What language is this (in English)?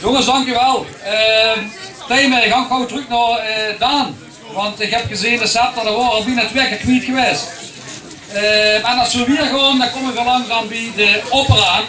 Limburgish